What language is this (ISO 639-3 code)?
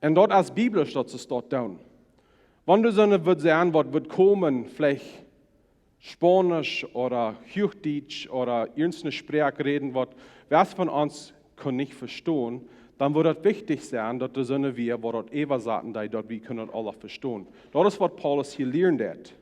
pdt